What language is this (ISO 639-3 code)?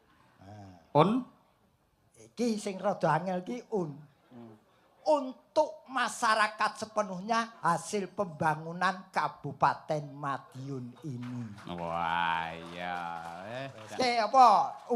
jav